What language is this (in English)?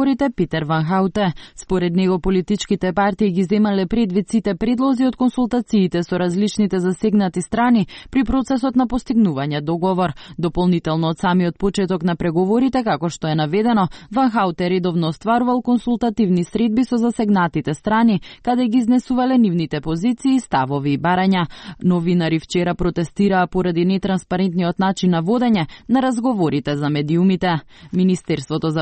Macedonian